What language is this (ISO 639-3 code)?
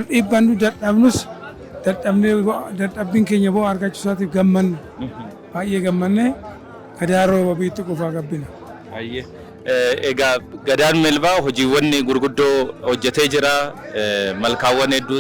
orm